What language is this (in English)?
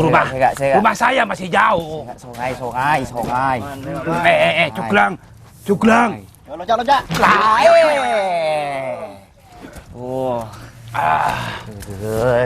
Madurese